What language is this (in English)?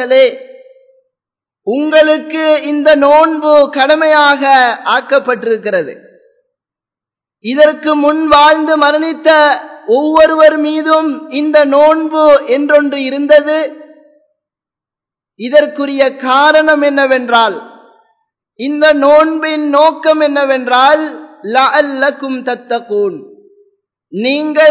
Tamil